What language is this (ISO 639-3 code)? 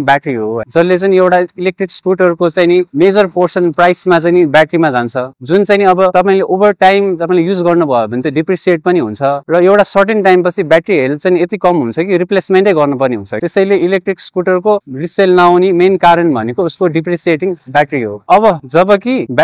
nep